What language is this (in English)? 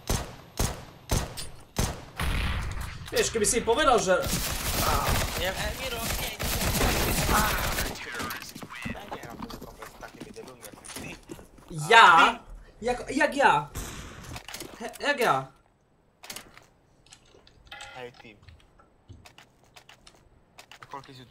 Slovak